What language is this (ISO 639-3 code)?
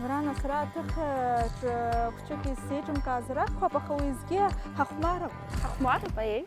abk